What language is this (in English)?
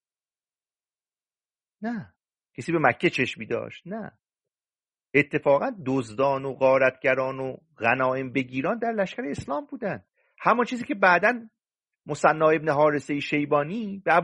Persian